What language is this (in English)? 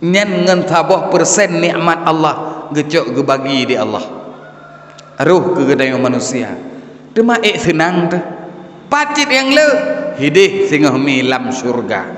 Achinese